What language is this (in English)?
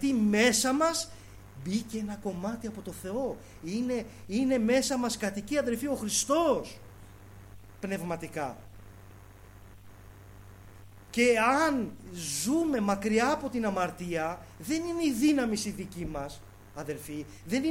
Greek